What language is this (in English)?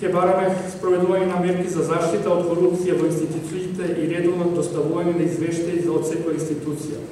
Macedonian